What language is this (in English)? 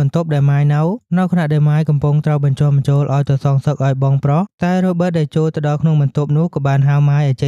Khmer